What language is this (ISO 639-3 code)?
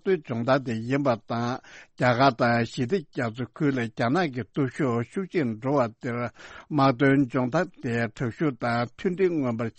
bod